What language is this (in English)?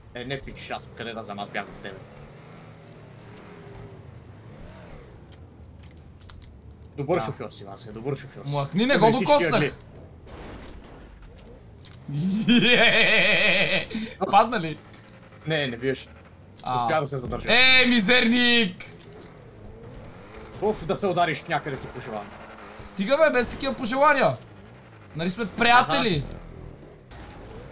Bulgarian